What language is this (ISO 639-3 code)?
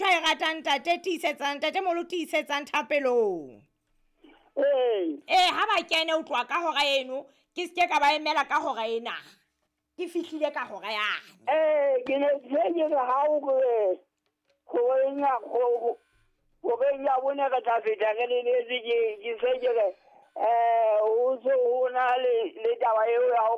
sot